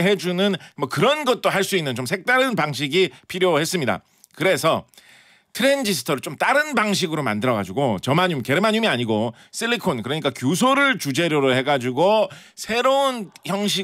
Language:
Korean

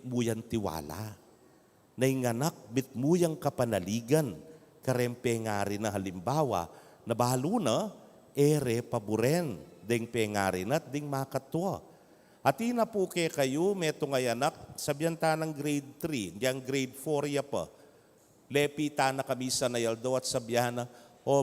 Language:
Pampanga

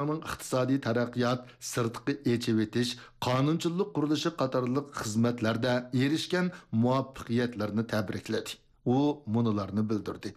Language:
Uyghur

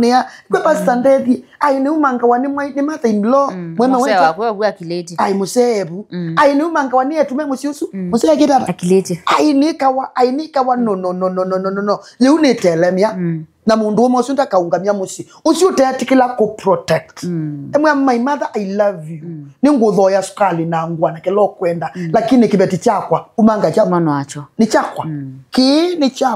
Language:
Kamba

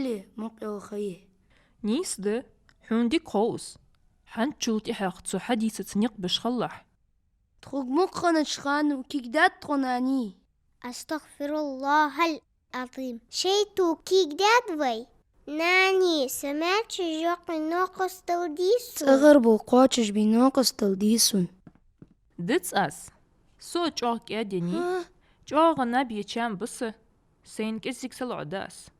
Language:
Ingush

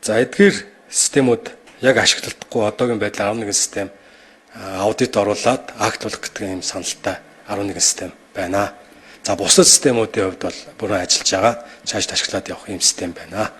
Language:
Mongolian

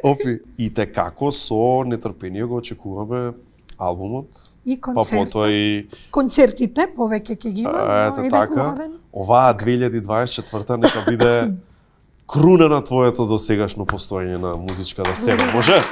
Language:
Macedonian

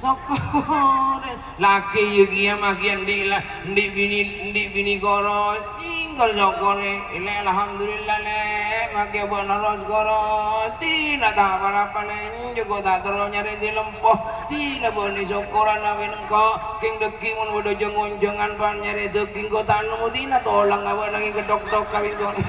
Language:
Madurese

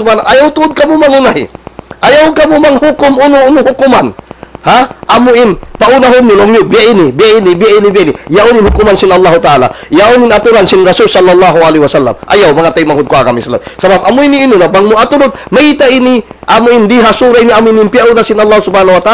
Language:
Tausug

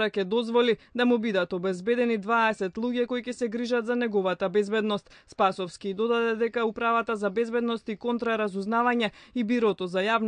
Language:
Macedonian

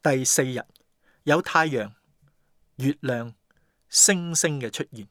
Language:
Cantonese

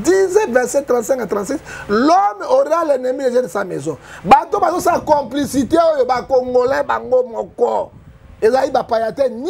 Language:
Lingala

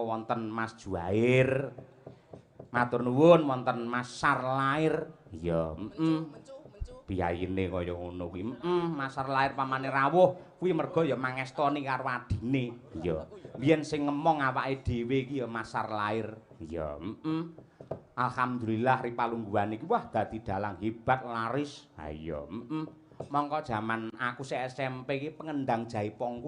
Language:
Javanese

